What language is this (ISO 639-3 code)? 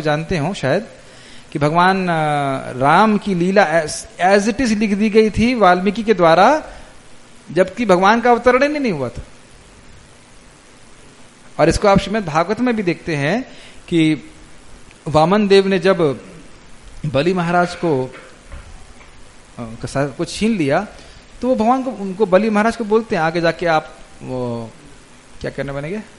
hin